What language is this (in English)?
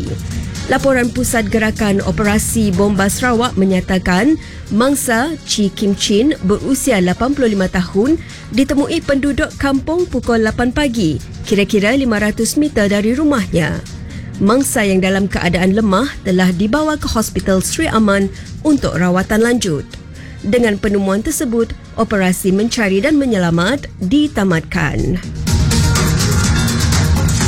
Malay